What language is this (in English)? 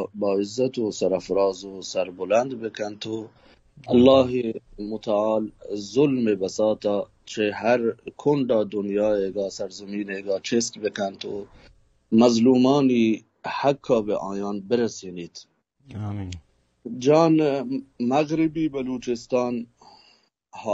Baluchi